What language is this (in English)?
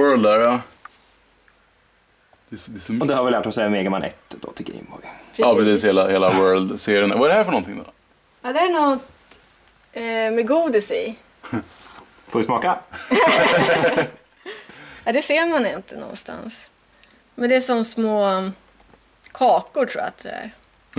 Swedish